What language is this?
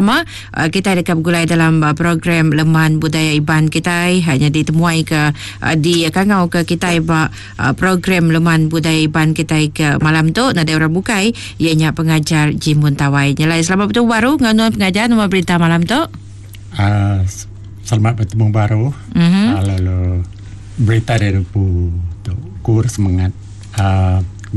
Iban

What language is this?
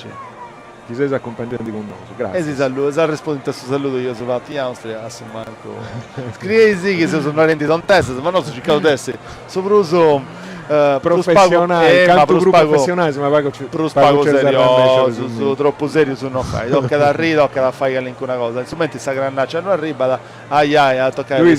Sardinian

